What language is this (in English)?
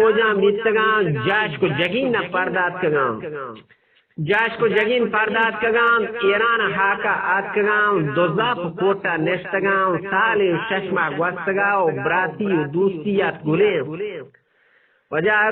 Eastern Balochi